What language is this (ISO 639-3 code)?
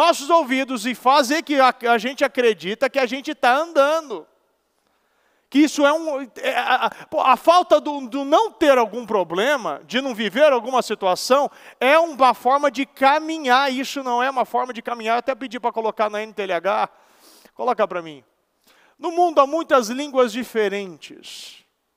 por